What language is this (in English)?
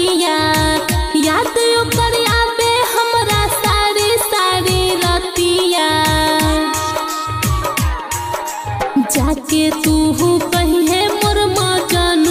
Bhojpuri